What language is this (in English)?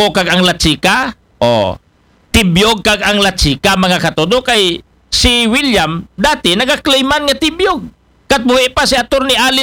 Aklanon